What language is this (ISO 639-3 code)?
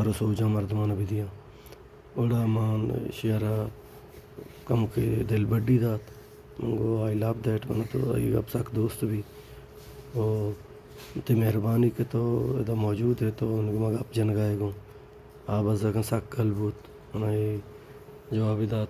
bal